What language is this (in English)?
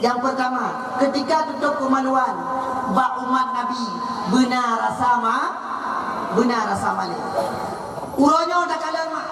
Achinese